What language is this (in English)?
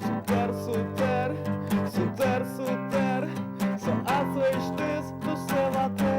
Udmurt